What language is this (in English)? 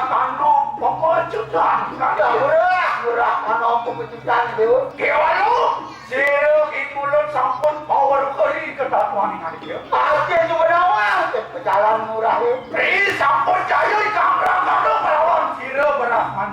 Balinese